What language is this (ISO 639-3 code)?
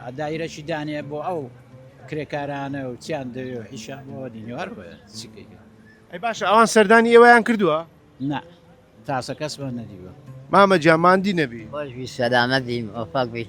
ckb